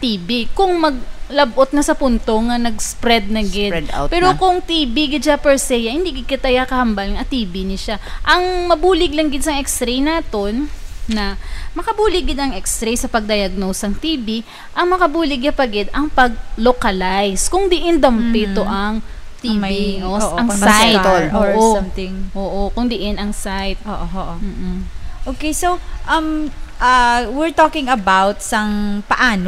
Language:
Hiligaynon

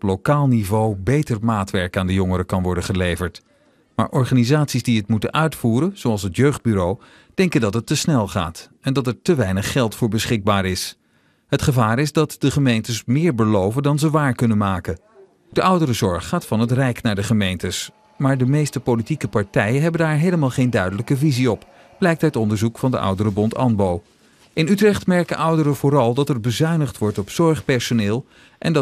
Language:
Dutch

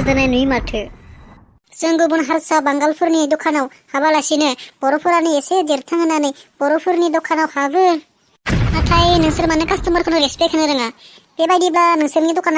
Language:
Bodo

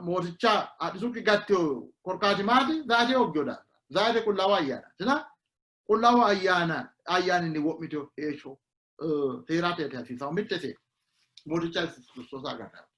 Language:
Sidamo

